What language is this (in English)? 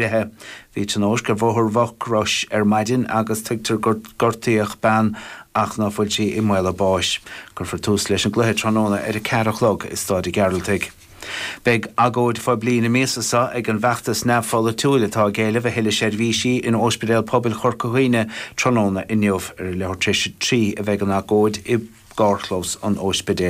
Irish